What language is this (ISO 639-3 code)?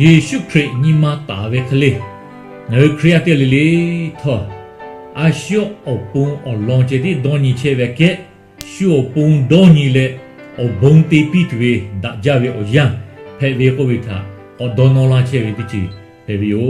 lhu